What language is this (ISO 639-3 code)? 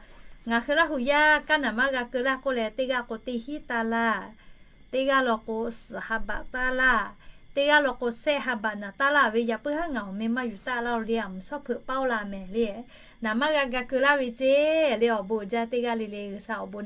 lhu